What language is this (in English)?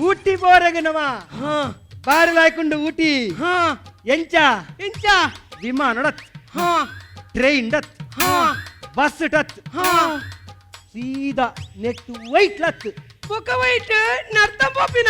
Tulu